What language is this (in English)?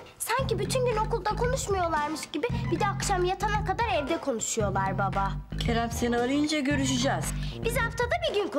Turkish